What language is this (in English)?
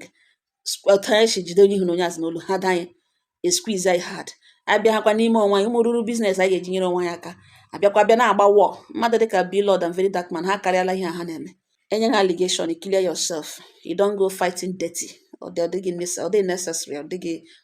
Igbo